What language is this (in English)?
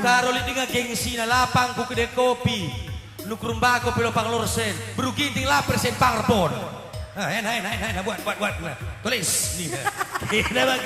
Batak Karo